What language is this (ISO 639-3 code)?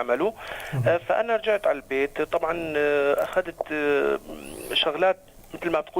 apc